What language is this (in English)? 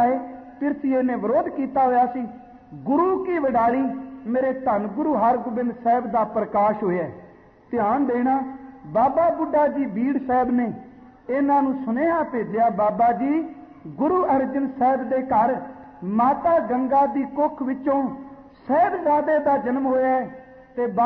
Punjabi